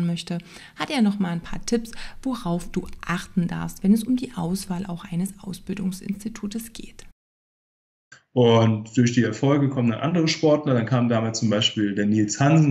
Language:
German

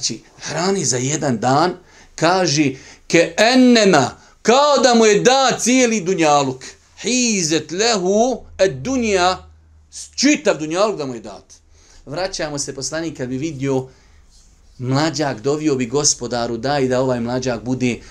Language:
Bosnian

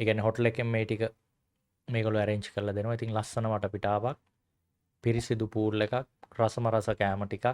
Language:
Sinhala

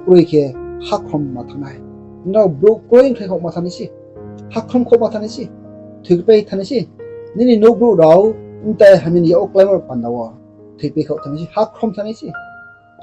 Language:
Riang (India)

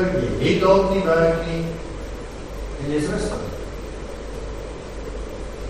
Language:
Afrikaans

